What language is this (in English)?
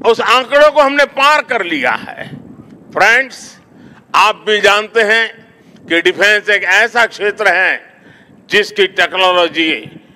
Hindi